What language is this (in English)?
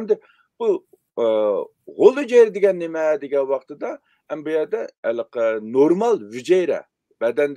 Uyghur